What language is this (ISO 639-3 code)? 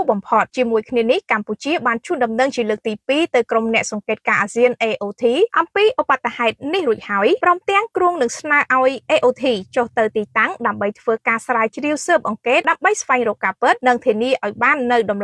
khm